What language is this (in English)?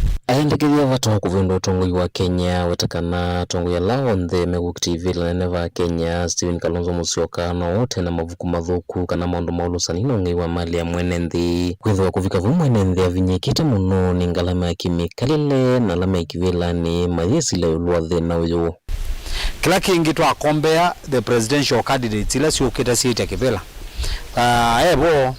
Kamba